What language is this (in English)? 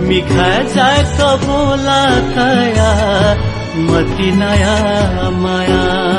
Newari